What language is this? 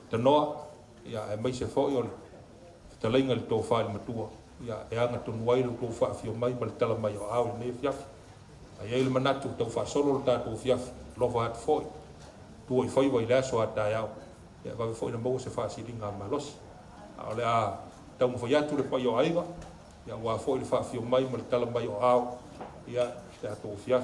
Samoan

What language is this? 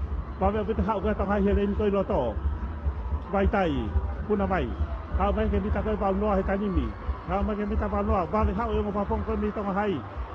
Tongan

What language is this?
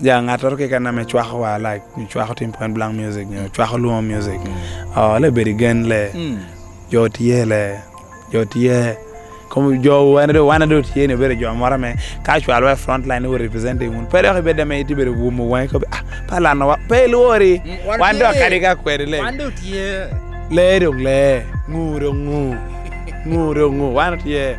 Lango (Uganda)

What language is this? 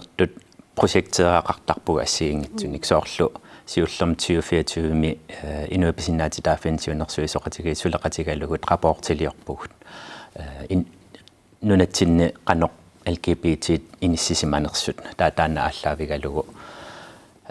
Kalaallisut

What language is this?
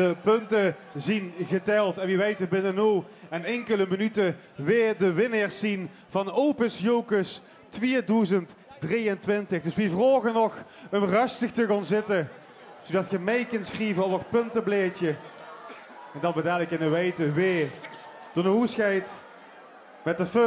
Limburgish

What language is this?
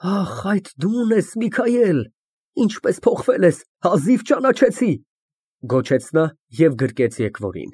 Armenian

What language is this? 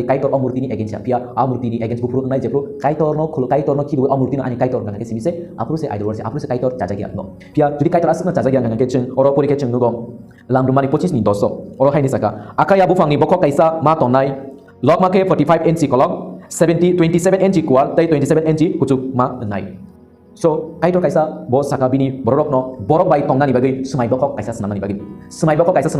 Kok Borok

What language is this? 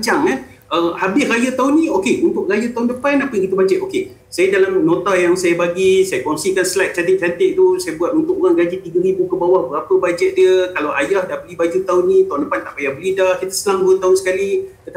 Malay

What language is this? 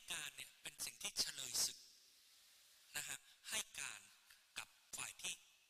Thai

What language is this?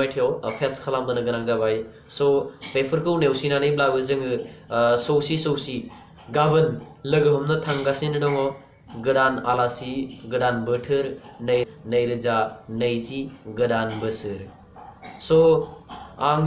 Bodo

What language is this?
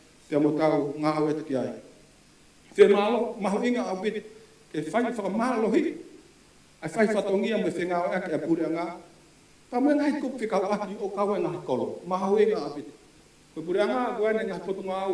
Tongan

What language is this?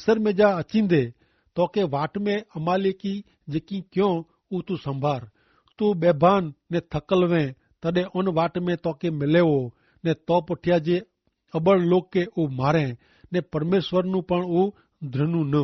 Kachhi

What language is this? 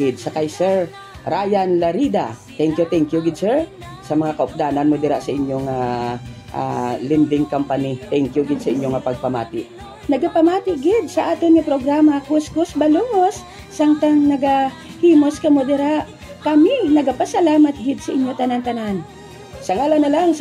Hiligaynon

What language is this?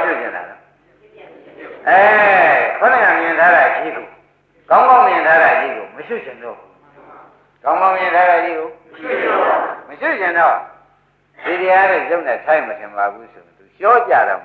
Burmese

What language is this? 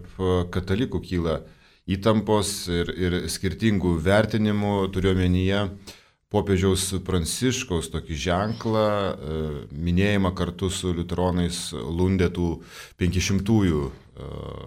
Lithuanian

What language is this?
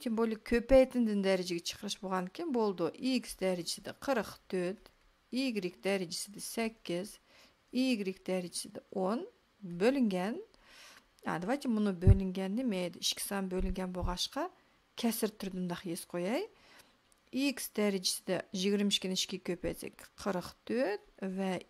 Uyghur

